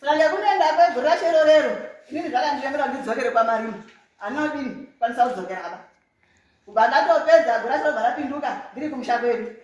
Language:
Shona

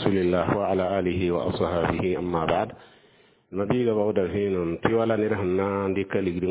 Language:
Mossi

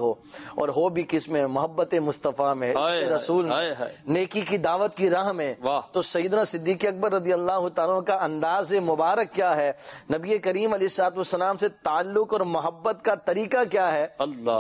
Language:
Urdu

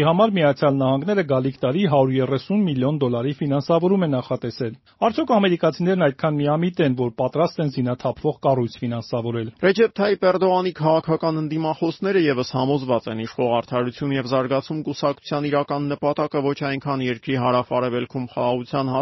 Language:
Armenian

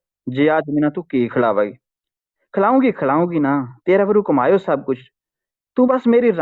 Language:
Gujari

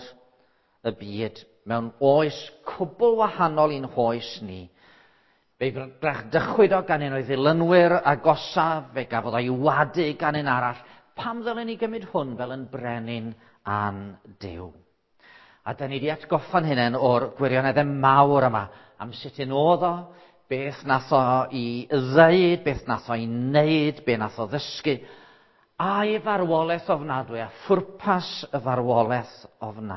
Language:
Welsh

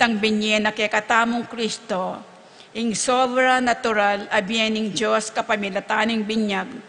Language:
Pampanga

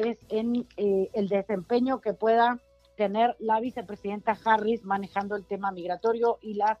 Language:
Spanish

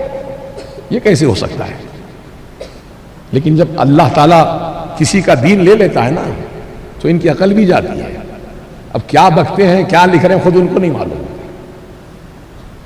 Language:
Urdu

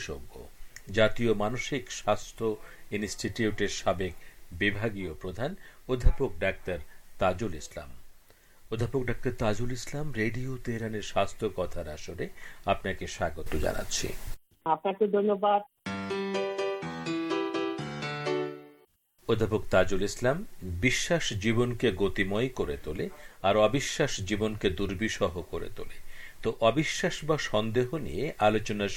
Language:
Bangla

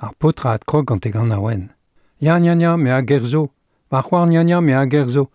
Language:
Breton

